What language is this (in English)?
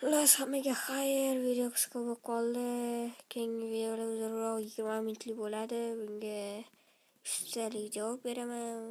Uzbek